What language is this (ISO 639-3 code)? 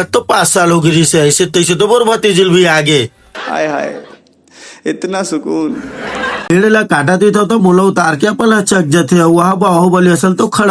hne